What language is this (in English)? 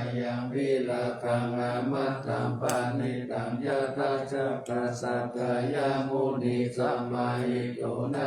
Pali